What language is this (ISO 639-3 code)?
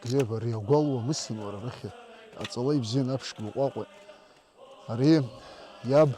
abk